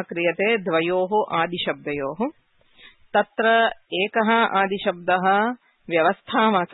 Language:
Sanskrit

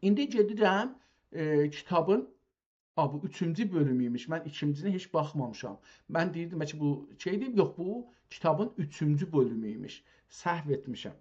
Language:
South Azerbaijani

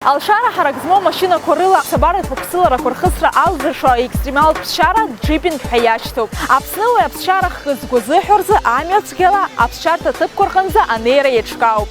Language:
Abkhazian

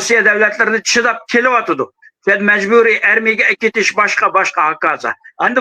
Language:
Uyghur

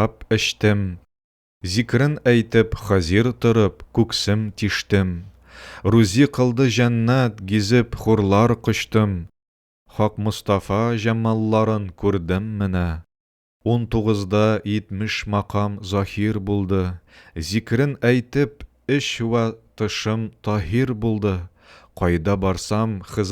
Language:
Tatar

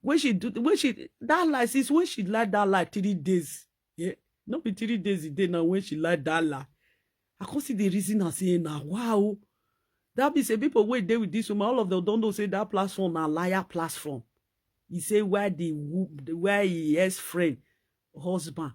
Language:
Nigerian Pidgin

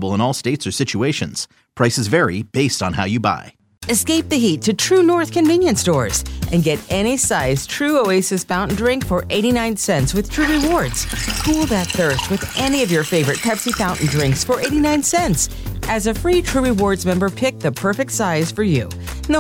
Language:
English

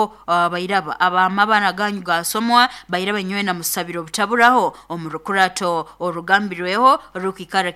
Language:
Nyoro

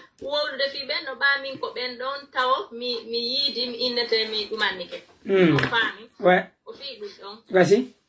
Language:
Pular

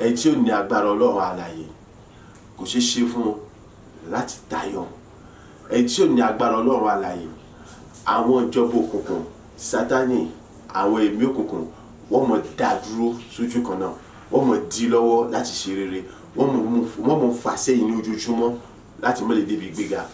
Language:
Yoruba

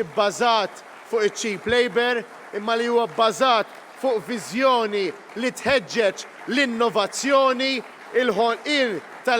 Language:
Maltese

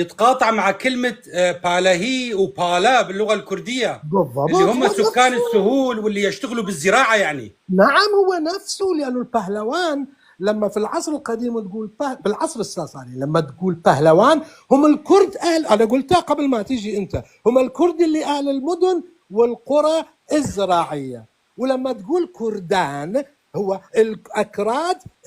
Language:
North Levantine Arabic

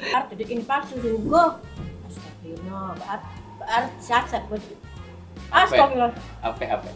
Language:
Musi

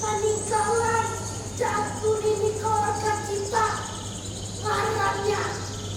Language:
Banjar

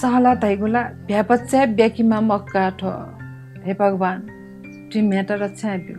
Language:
Newari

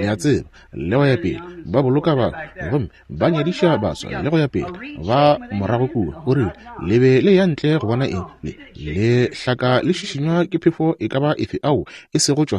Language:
Northern Sotho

